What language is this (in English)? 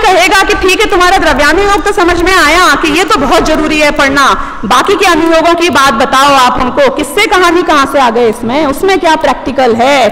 Hindi